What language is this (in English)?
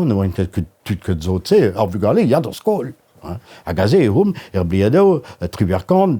Breton